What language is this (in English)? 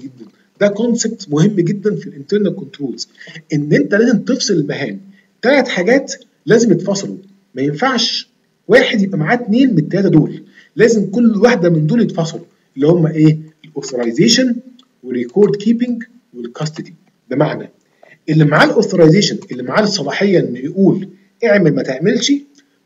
Egyptian Arabic